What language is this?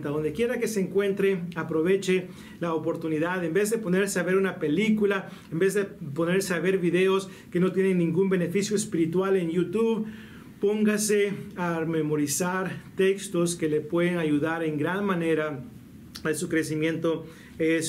Spanish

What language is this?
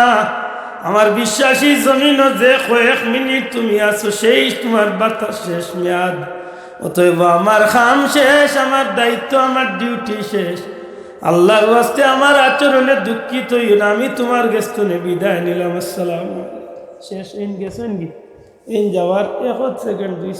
Sylheti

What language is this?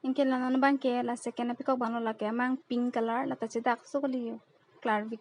Karbi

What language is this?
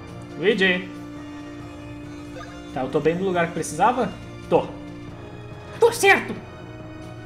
Portuguese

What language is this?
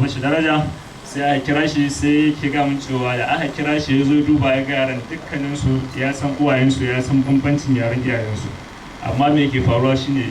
Hausa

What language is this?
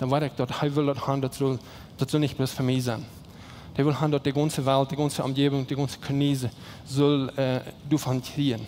Plautdietsch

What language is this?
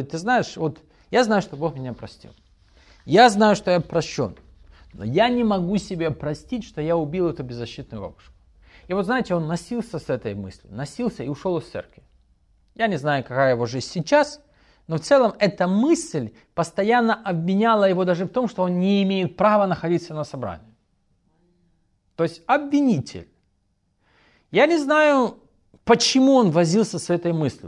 Russian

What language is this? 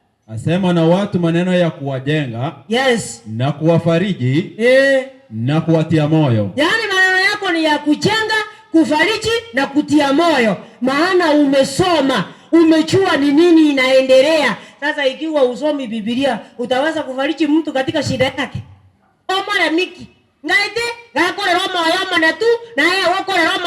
Gusii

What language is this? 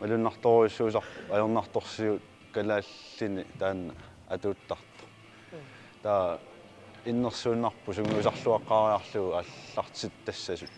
Kalaallisut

